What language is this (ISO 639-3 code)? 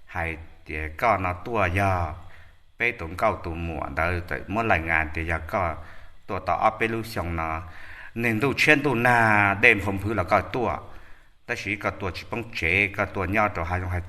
hmn